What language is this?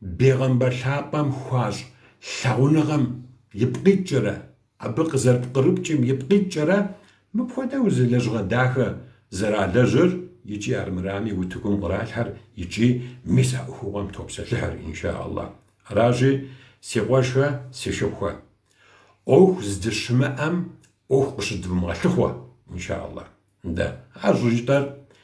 Kabardian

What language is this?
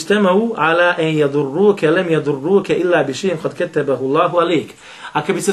Bosnian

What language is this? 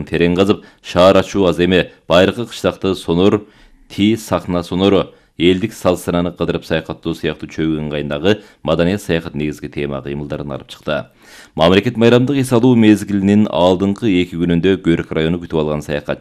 Kyrgyz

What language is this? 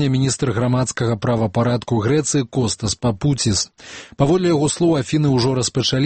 Belarusian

